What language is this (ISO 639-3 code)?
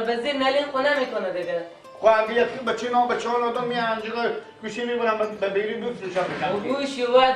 fas